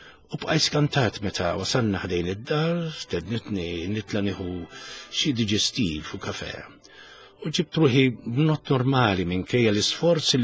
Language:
Maltese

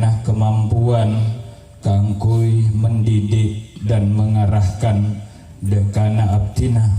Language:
Madurese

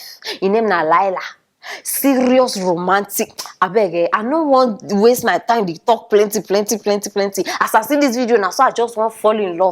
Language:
Nigerian Pidgin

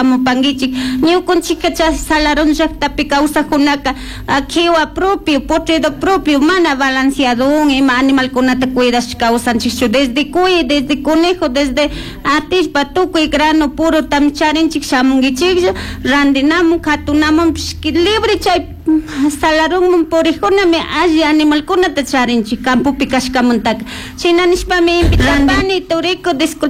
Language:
Chimborazo Highland Quichua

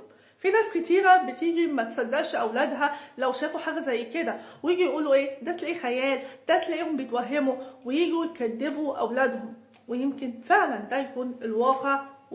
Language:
Egyptian Arabic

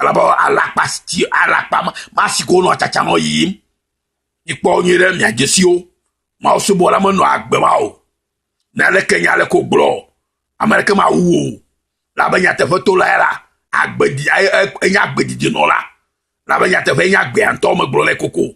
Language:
Ewe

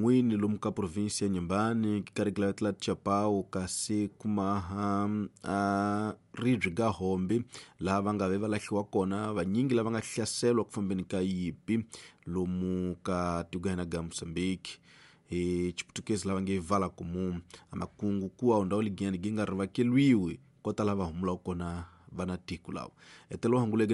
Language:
Tsonga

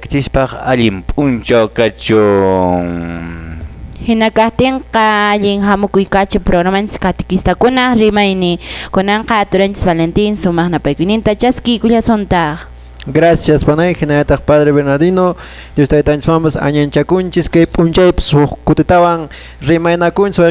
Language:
Quechua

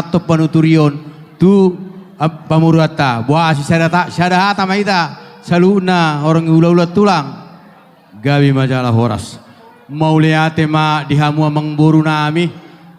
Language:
Batak Toba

